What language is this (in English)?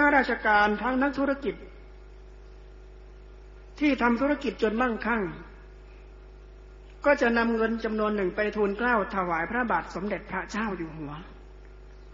Thai